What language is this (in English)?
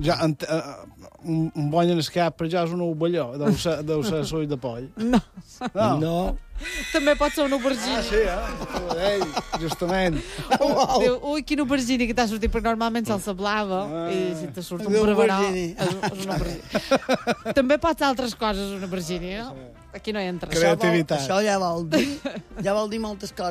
Catalan